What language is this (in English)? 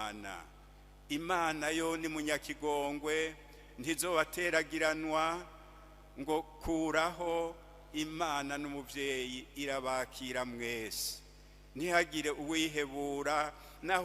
Rundi